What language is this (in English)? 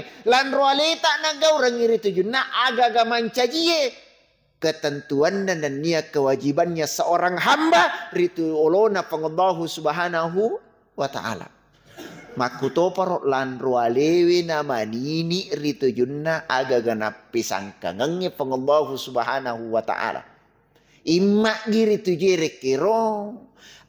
Buginese